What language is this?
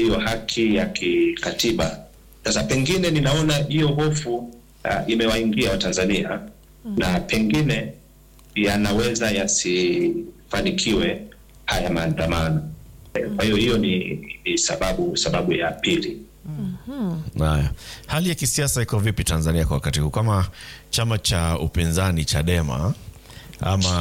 Swahili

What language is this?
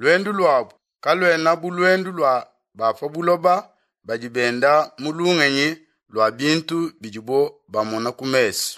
Luba-Lulua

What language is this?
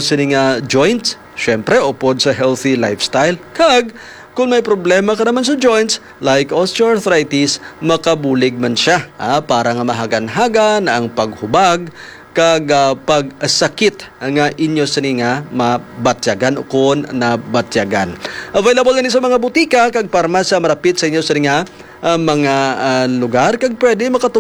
Hiligaynon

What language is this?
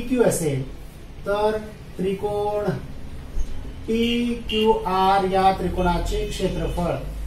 Marathi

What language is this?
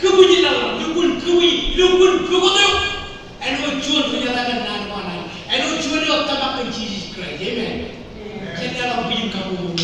Marshallese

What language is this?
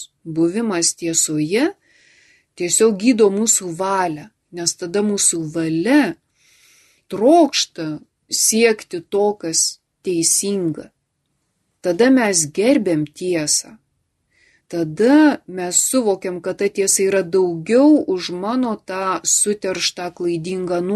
Lithuanian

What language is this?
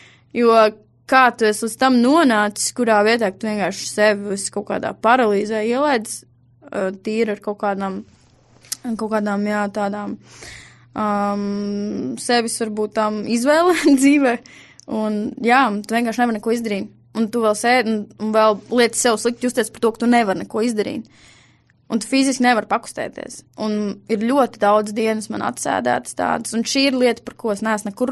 Latvian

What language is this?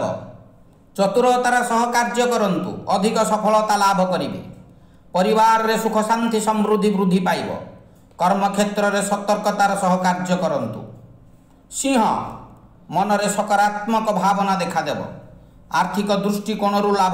Odia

